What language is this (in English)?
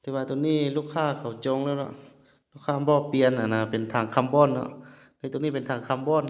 Lao